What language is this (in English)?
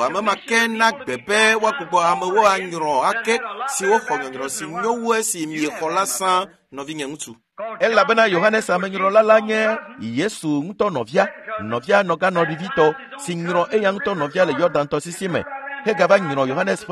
Ewe